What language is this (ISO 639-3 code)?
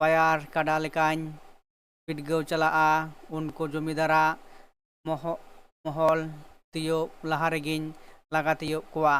sat